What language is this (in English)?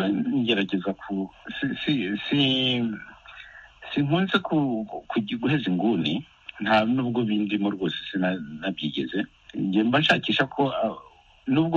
Kinyarwanda